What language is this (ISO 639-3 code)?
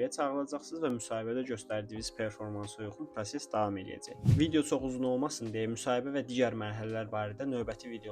aze